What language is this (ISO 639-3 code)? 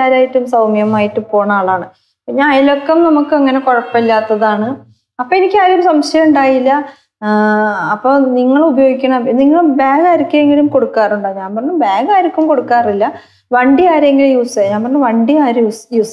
mal